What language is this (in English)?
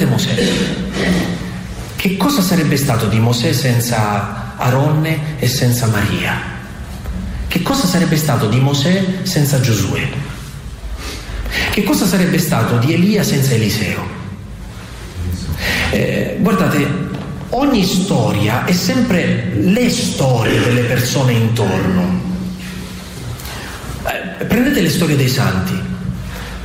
Italian